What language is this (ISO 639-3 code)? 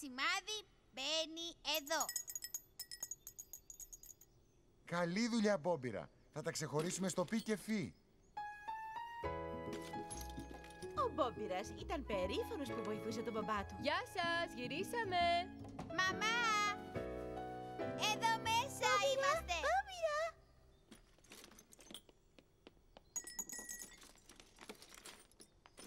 ell